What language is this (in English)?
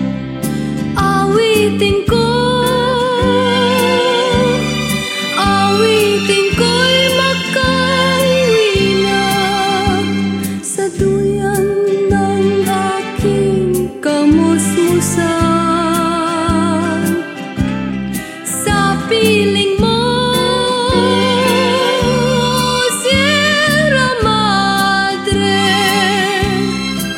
Filipino